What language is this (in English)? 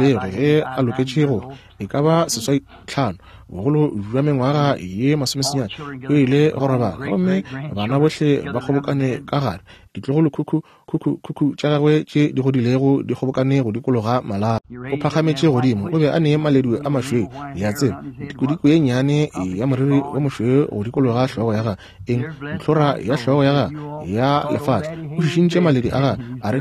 Northern Sotho